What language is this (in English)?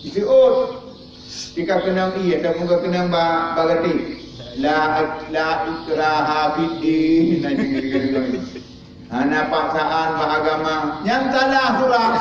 Achinese